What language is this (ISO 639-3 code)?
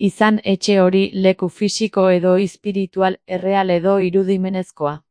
eus